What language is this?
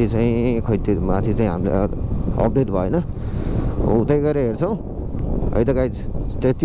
Nepali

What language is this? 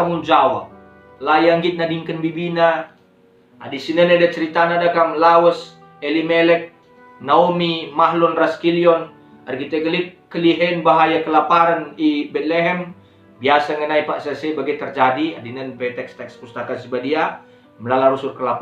Batak Karo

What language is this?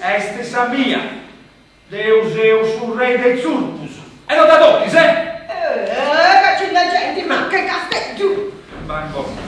Sardinian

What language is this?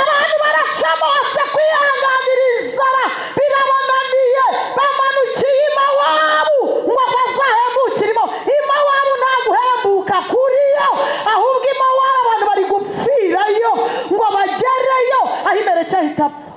Kinyarwanda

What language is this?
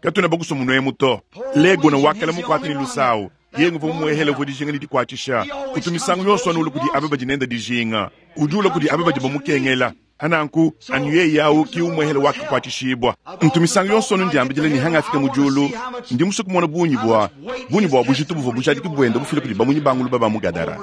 Luba-Lulua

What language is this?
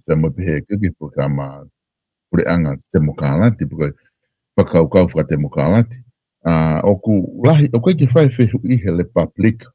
Tongan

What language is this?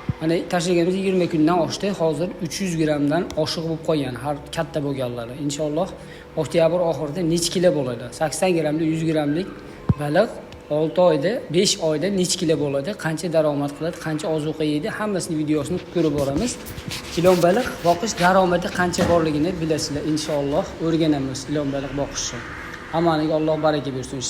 Uzbek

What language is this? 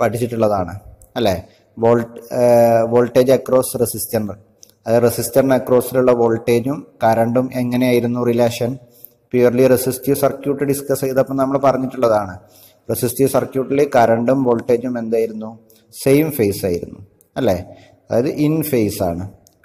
Malayalam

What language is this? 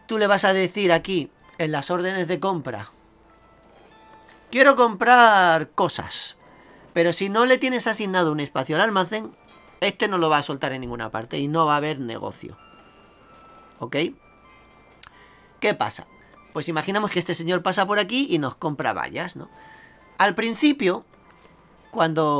Spanish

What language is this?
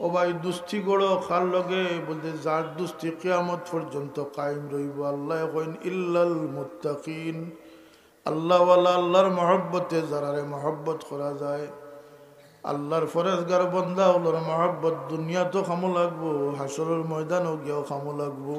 Sylheti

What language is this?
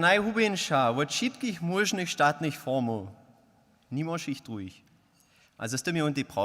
Upper Sorbian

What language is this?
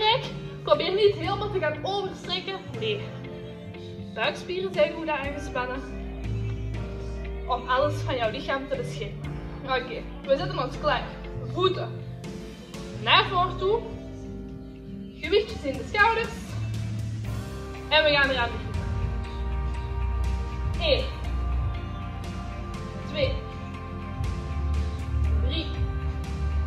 Dutch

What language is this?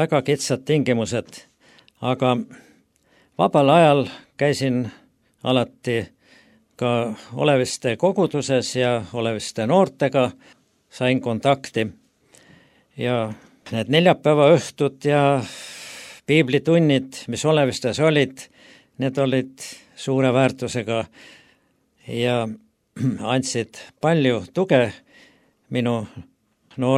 Estonian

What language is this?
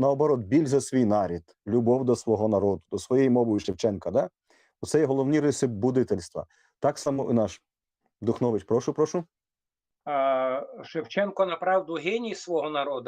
Rusyn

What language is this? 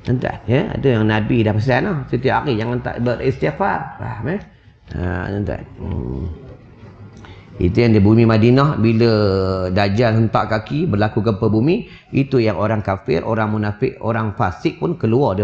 Malay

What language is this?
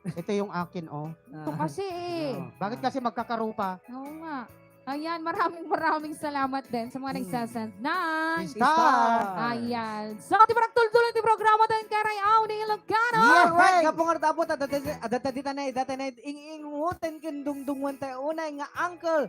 Iloko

